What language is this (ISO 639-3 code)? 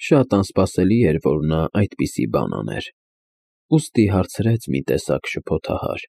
hye